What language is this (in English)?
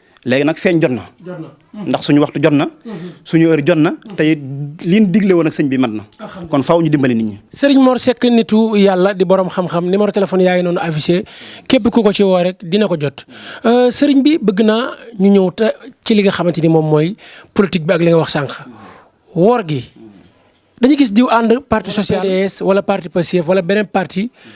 Wolof